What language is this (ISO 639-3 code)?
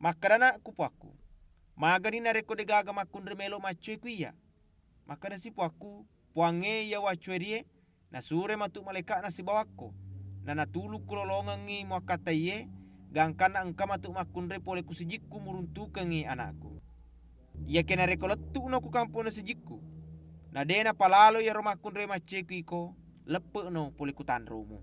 bug